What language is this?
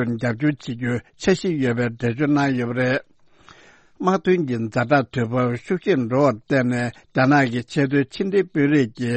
Tibetan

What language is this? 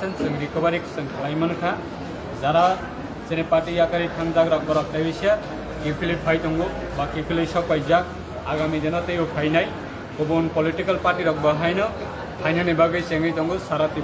Kok Borok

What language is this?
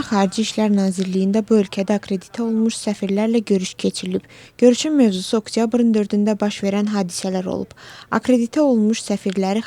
Azerbaijani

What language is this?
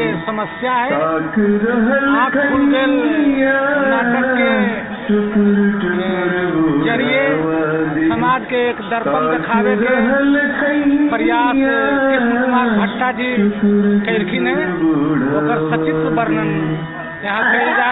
Magahi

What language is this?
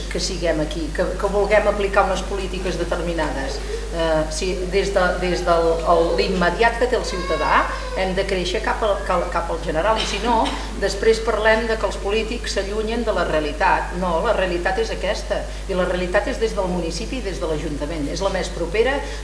Catalan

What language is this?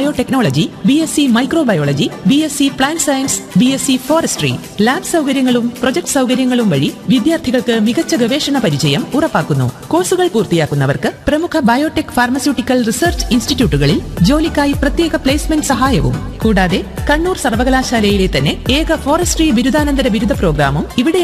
Malayalam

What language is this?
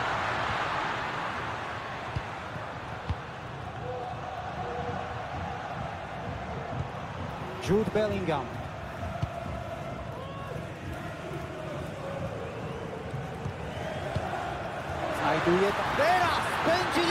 Polish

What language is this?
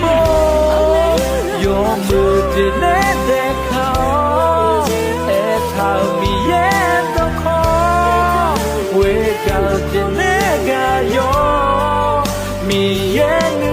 Akha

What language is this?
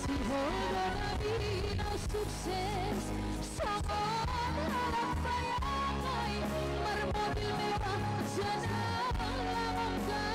Batak Simalungun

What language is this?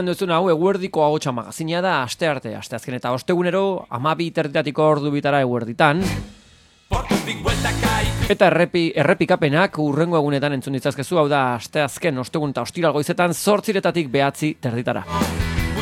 Basque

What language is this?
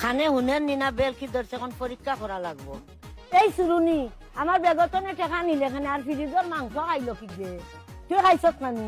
Sylheti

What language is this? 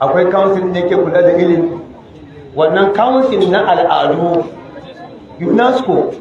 Hausa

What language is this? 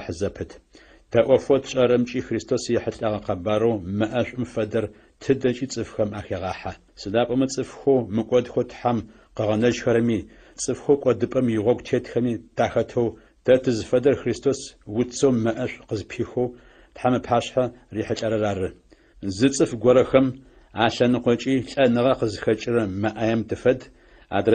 Adyghe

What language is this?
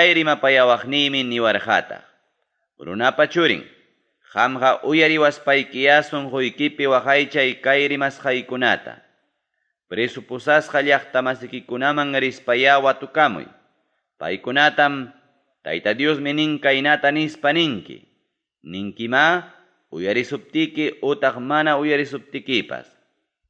Ayacucho Quechua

